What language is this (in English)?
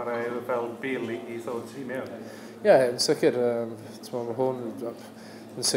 Welsh